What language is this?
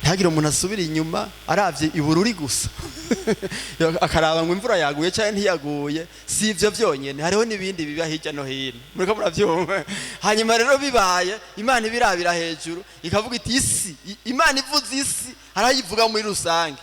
Rundi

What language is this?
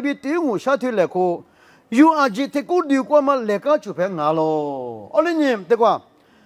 Lisu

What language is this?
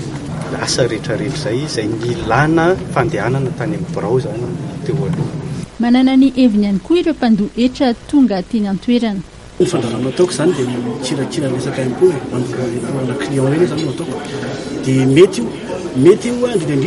Malagasy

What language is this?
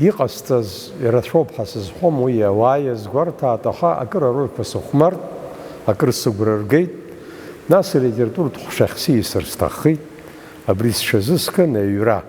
Abkhazian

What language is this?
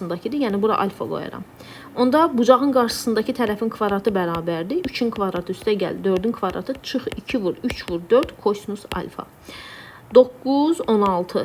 Azerbaijani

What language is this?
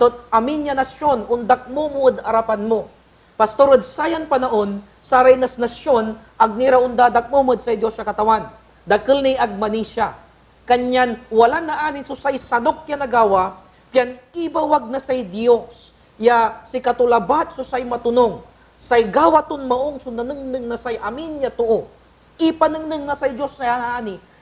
Pangasinan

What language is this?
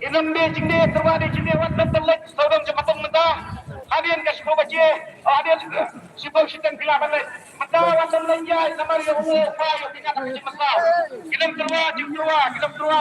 Khasi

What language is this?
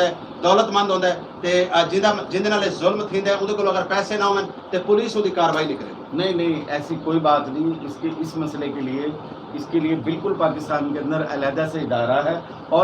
Saraiki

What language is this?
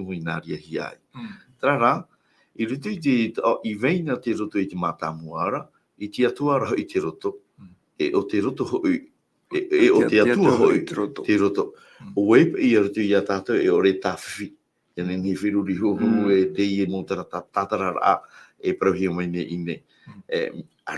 Tahitian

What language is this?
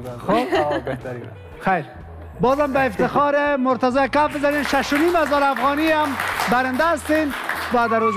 Persian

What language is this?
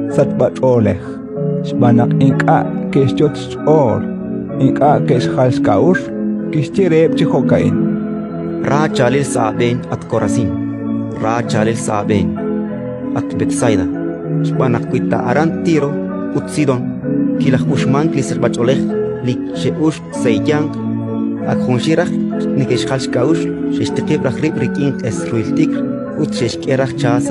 Kekchí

